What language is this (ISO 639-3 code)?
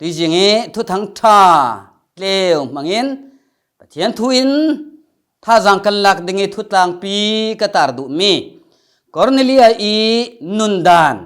cfm